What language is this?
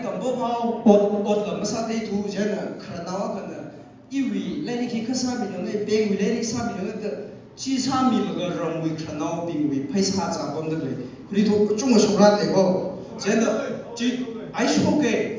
Tangkhul Naga (India)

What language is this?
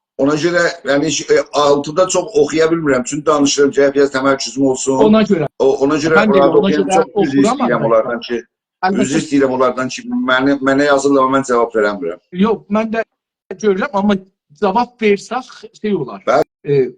South Azerbaijani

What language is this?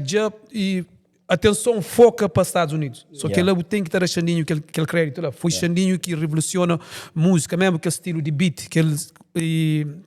Kabuverdianu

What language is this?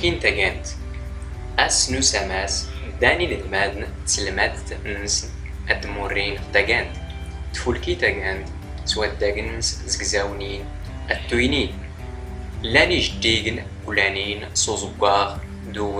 Standard Moroccan Tamazight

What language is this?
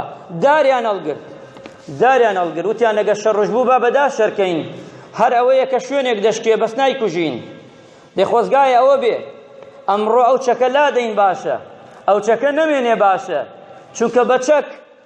Central Kurdish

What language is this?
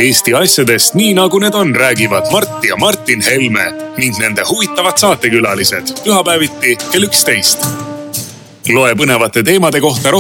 Estonian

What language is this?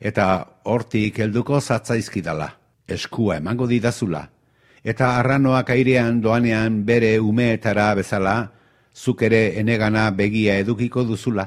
Basque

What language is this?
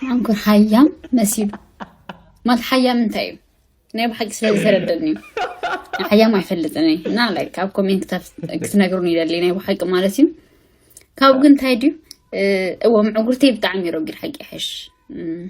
Tigrinya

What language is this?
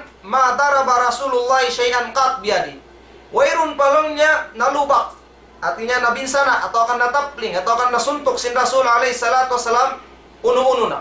Tausug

